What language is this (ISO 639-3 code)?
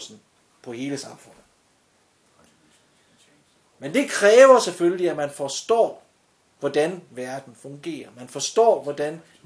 dan